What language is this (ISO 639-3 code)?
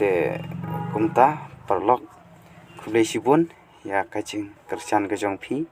kha